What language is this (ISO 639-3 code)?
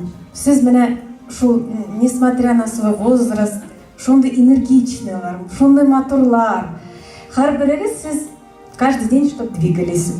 tat